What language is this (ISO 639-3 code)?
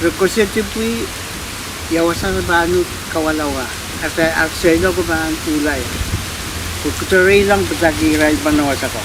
pon